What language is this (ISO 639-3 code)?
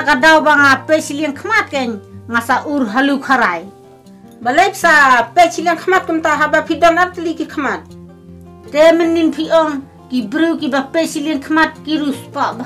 kha